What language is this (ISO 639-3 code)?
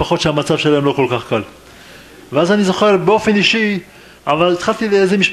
heb